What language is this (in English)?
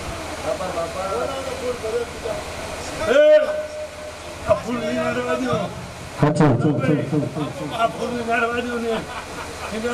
Gujarati